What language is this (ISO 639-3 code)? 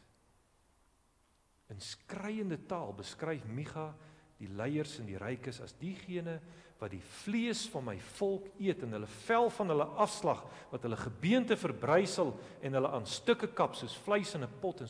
afr